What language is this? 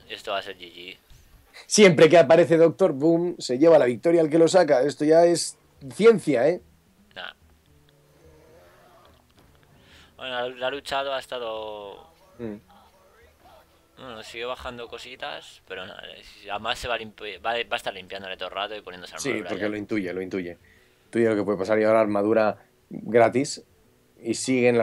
Spanish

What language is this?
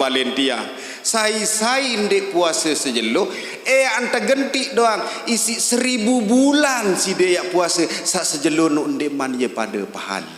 Sasak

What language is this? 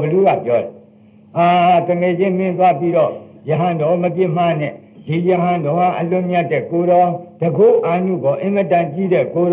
Burmese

